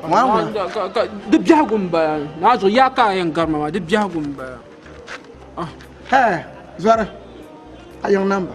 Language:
Dagbani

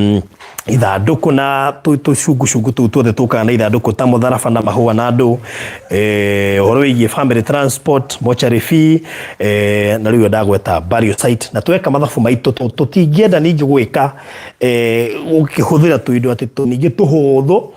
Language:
Kikuyu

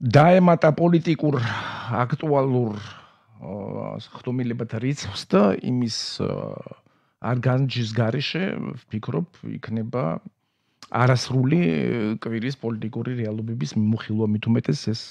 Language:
Georgian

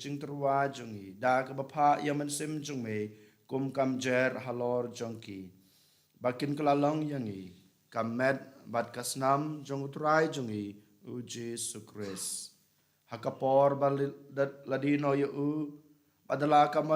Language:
Khasi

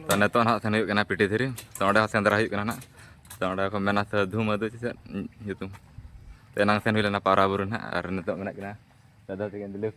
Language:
Santali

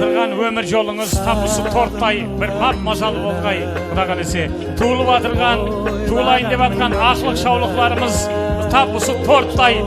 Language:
Kara-Kalpak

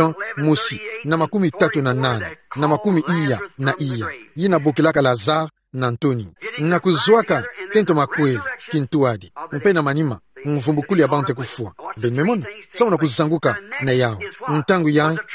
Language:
Kituba (Democratic Republic of Congo)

